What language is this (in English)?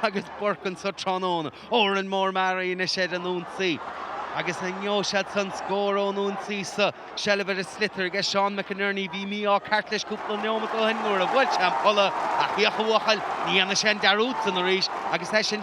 Irish